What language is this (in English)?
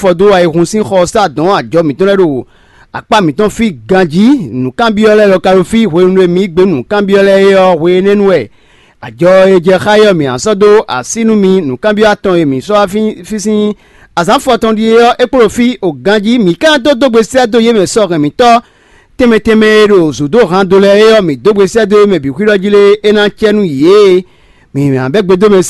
Fon